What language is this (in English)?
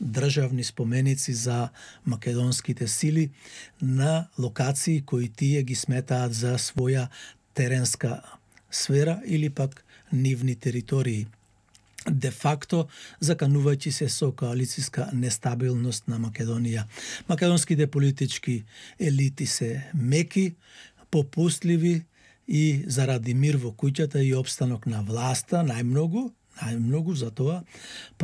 Macedonian